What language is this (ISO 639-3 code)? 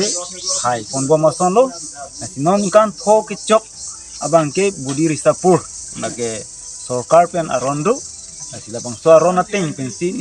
mjw